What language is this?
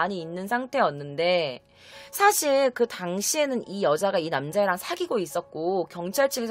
Korean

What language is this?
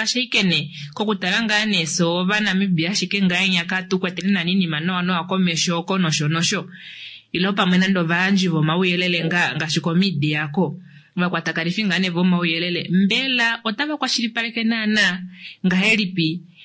Kuanyama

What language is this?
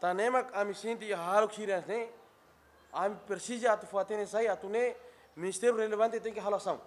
Tetum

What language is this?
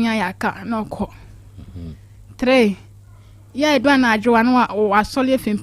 Akan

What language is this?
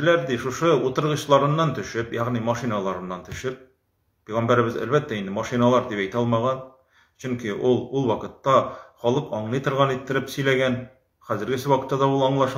Tatar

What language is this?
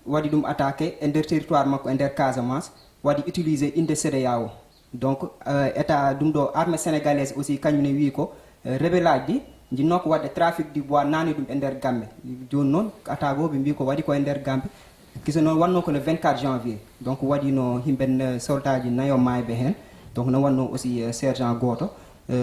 Fula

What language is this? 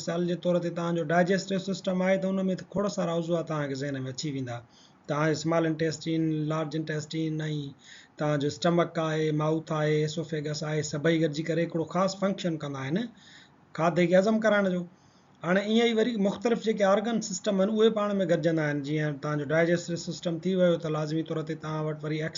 Sindhi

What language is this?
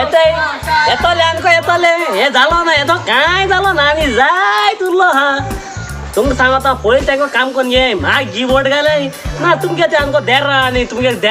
Konkani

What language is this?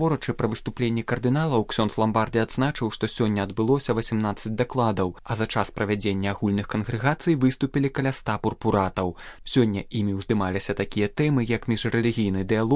Belarusian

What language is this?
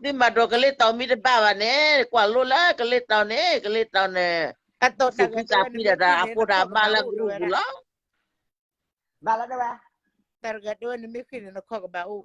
S'gaw Karen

